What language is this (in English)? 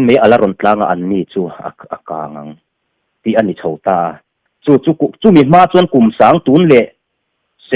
Mizo